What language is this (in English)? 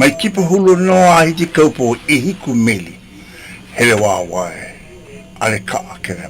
Hawaiian